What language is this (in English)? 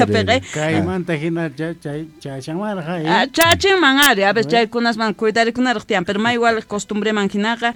Quechua